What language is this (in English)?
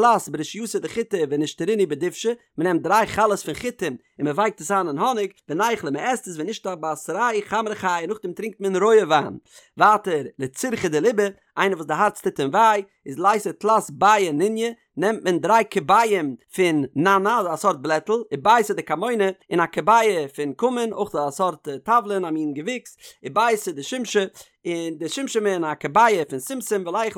Yiddish